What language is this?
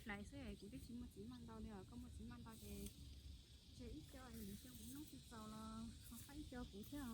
Hmong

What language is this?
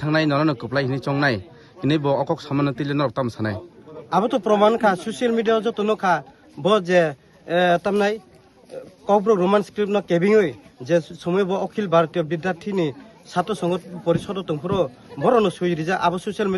Kok Borok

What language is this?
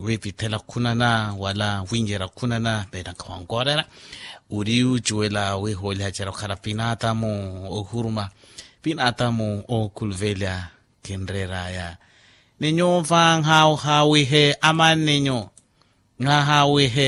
Makhuwa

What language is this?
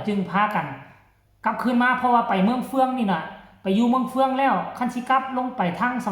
Northeastern Thai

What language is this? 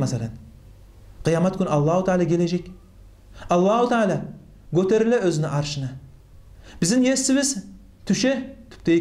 Kumyk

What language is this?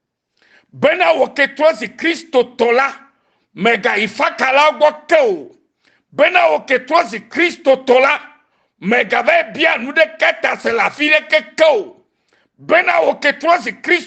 Ewe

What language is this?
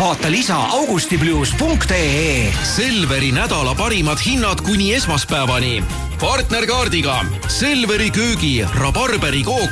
Estonian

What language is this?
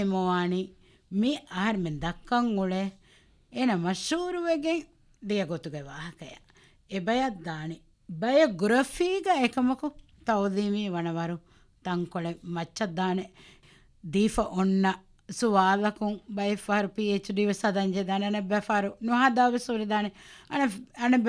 Divehi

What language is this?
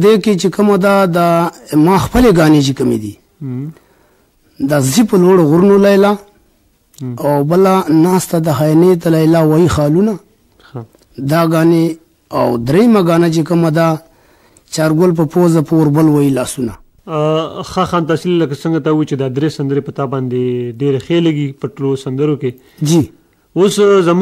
Pashto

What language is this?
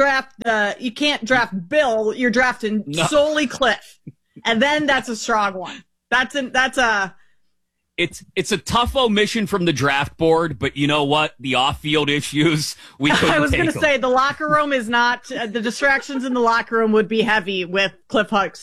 English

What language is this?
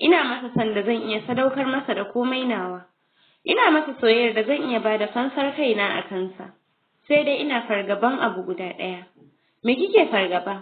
Hausa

